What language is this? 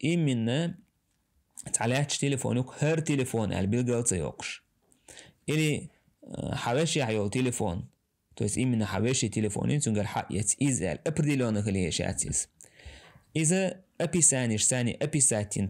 Chechen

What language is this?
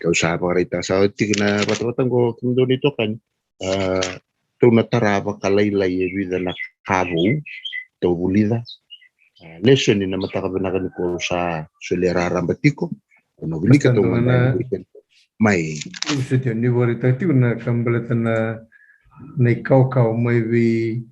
Fijian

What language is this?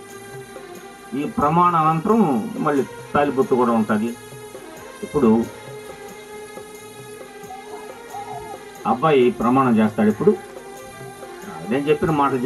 Telugu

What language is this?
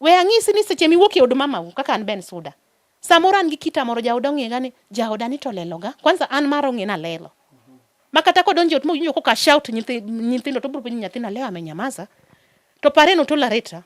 Luo (Kenya and Tanzania)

